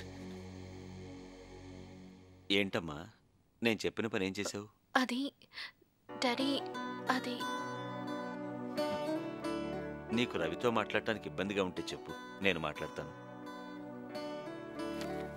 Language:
Telugu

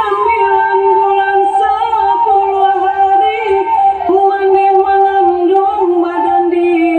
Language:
Minangkabau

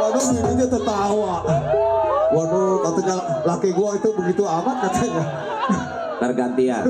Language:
Betawi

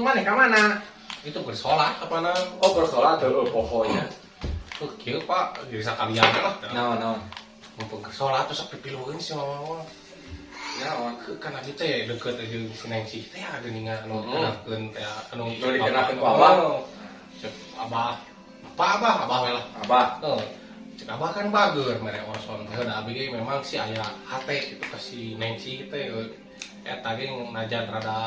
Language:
Sundanese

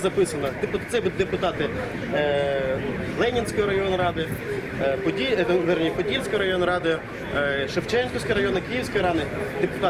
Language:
Ukrainian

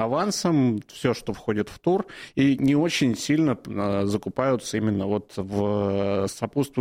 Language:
Russian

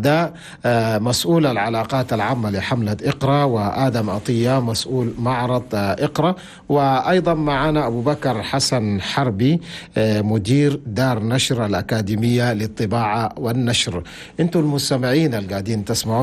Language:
Chadian Arabic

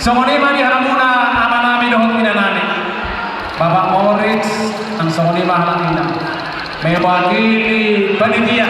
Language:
Batak Toba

